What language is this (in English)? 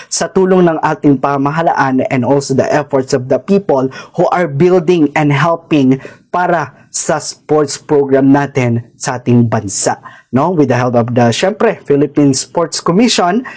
Filipino